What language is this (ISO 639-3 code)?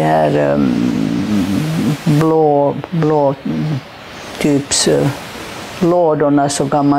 swe